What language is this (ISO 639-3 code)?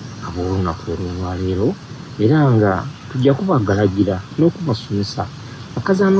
xog